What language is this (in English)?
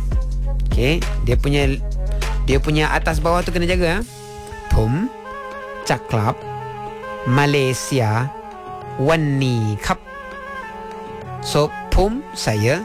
Malay